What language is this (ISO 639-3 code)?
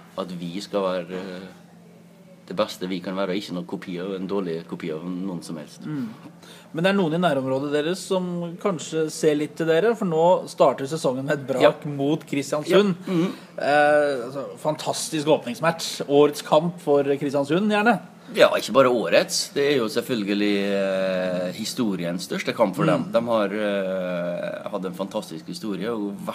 nor